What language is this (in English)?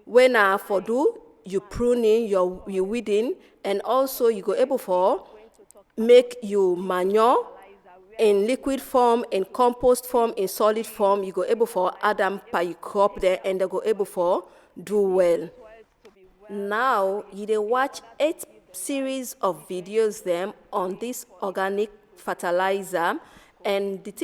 Nigerian Pidgin